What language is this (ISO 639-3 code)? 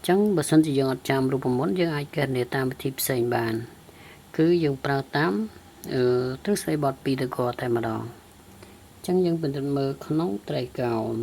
khm